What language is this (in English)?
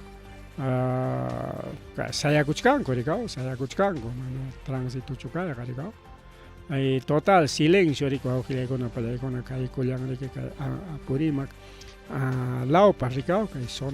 Ayacucho Quechua